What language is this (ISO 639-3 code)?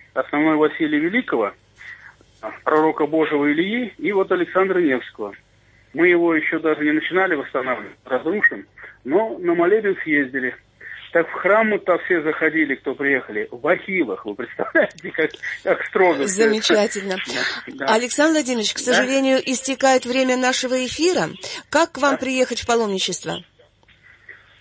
rus